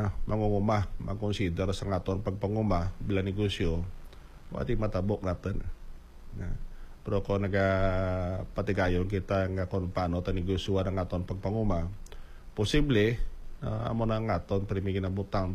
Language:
Hiligaynon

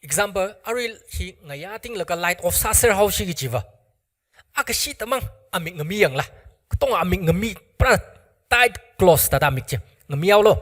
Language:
Tangkhul Naga (India)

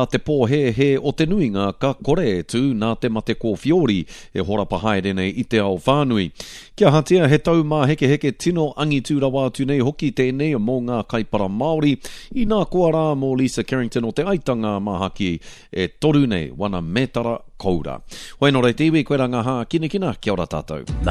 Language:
Māori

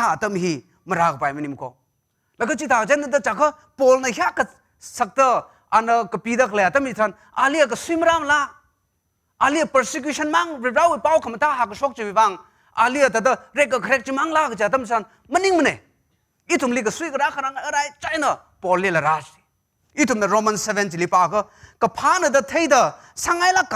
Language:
Tangkhul Naga (India)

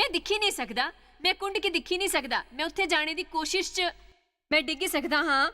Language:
Dogri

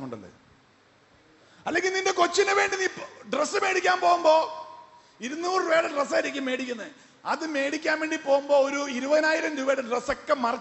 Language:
Malayalam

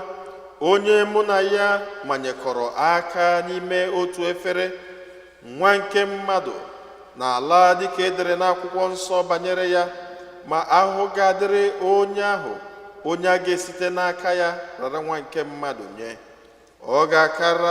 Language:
Igbo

